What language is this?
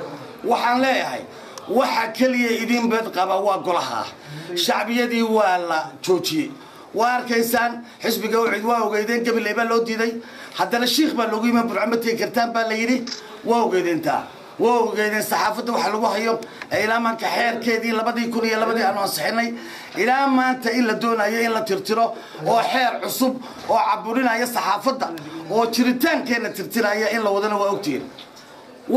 Somali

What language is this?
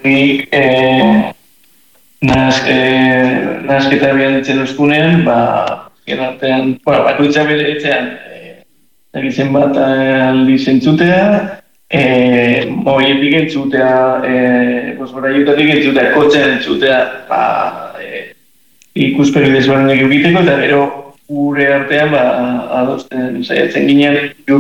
Basque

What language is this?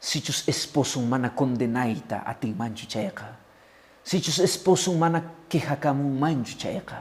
Quechua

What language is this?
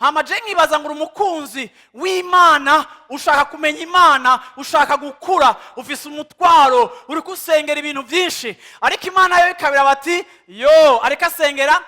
Rundi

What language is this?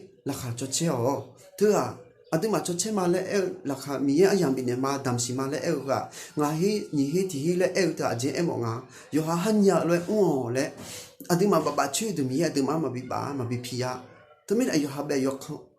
Akha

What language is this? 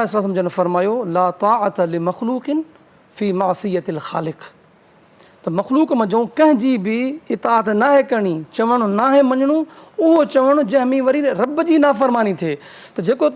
Sindhi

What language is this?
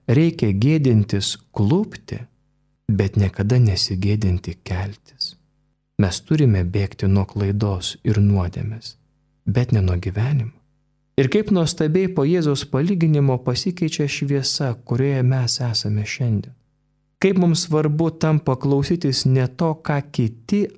Lithuanian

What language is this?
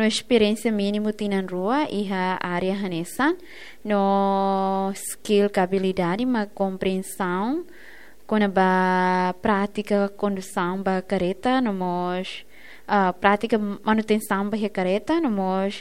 Tetum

